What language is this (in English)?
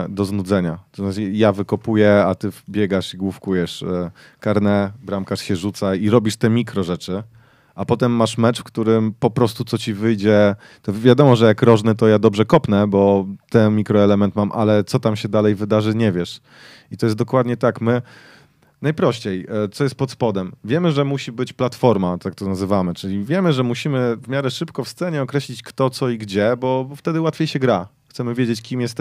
Polish